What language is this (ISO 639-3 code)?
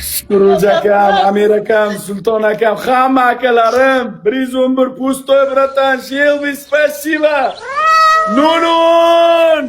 uzb